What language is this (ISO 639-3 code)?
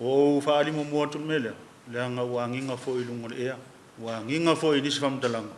smo